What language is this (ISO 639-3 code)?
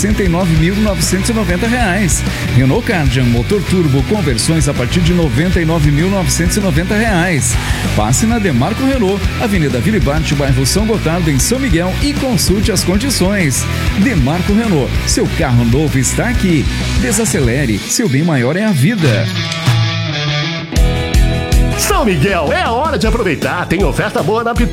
por